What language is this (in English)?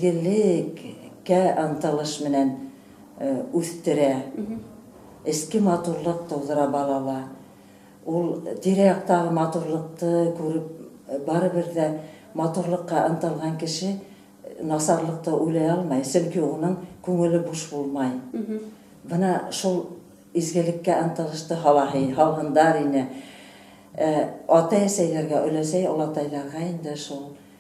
Bashkir